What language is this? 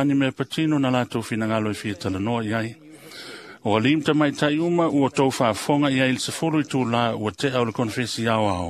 Samoan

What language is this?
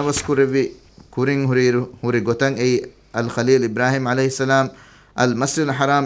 Divehi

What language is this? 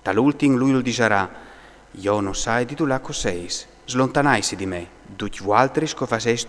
Friulian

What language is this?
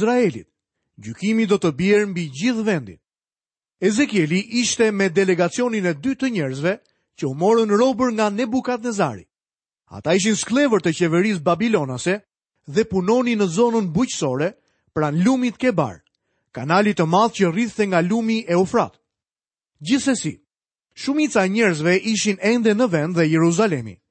Albanian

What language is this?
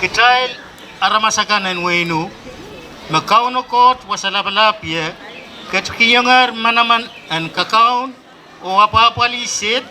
Pohnpeian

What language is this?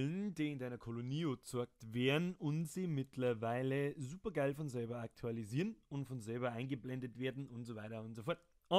Bavarian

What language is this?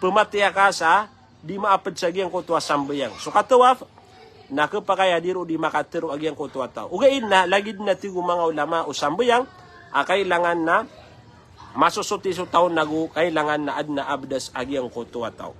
Maranao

